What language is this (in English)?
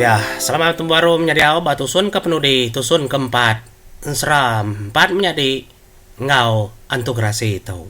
Iban